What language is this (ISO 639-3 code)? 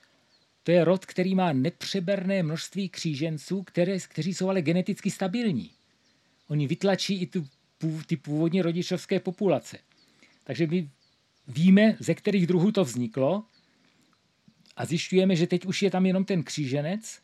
ces